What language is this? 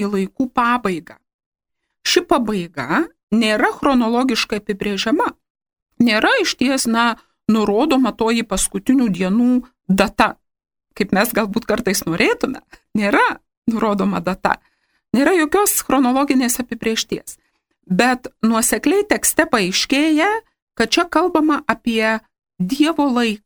Lithuanian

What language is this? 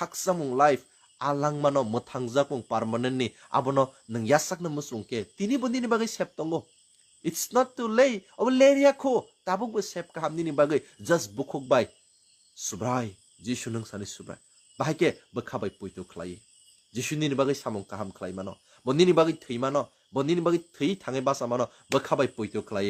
Kok Borok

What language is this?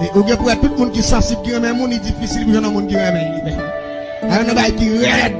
Haitian Creole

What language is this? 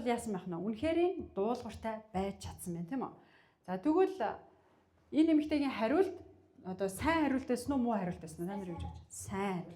Mongolian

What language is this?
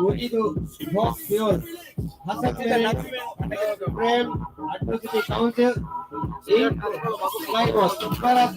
Divehi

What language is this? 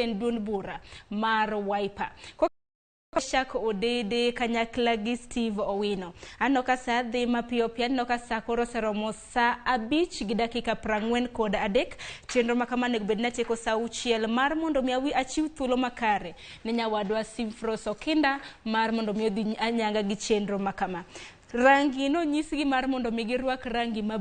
Luo (Kenya and Tanzania)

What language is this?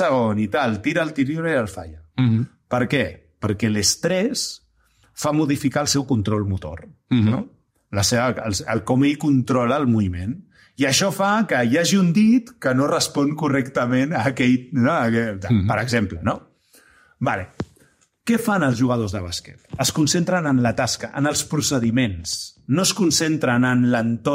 Catalan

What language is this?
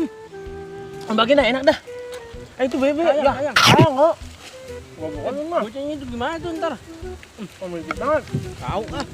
Betawi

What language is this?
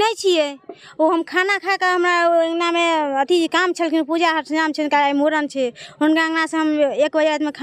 Maithili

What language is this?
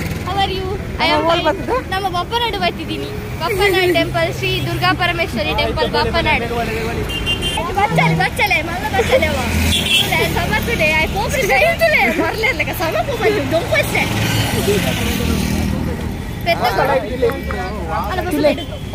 Tulu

